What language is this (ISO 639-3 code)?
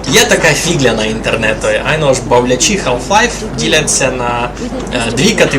rue